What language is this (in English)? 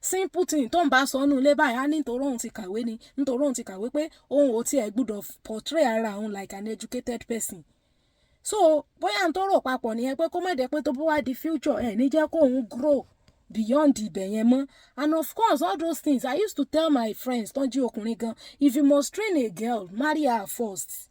Yoruba